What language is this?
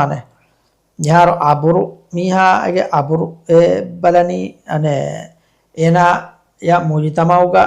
Divehi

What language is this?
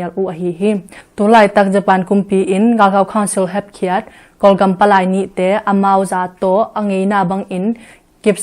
Tedim Chin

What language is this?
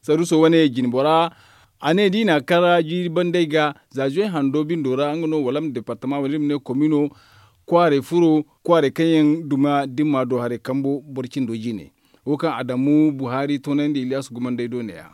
Zarma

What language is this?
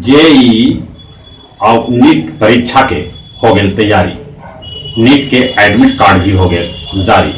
Magahi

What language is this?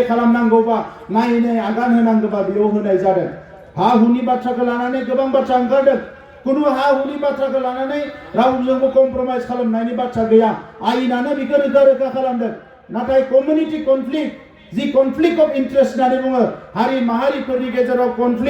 Bodo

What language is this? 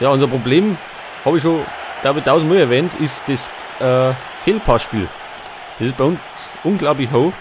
Bavarian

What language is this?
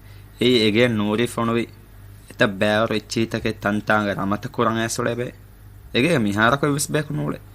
Divehi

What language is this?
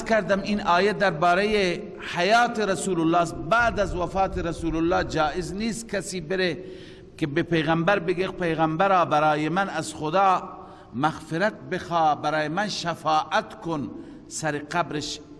Persian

